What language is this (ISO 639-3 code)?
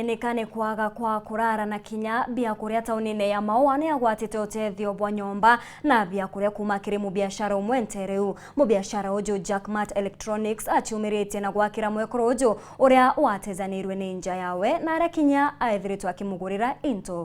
mer